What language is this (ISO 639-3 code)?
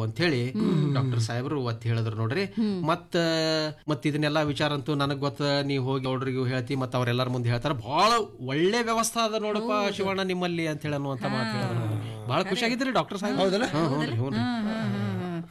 kan